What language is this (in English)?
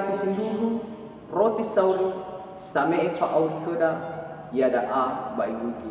Nias